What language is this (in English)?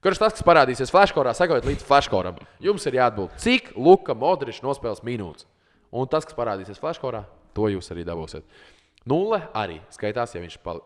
Latvian